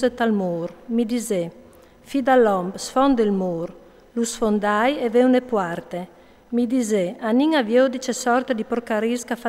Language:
Friulian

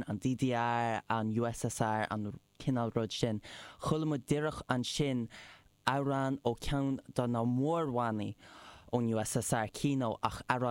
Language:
Irish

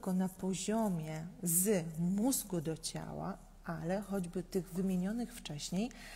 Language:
Polish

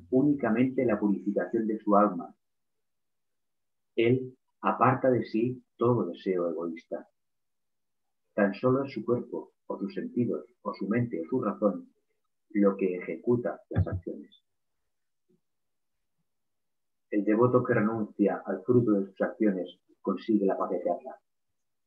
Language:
Spanish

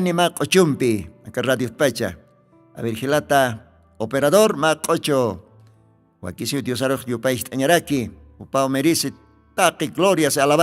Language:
Aymara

